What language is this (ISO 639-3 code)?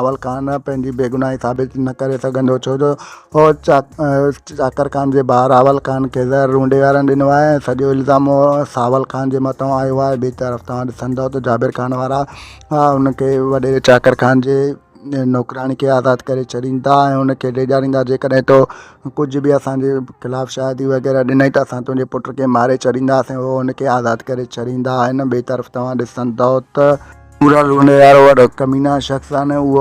snd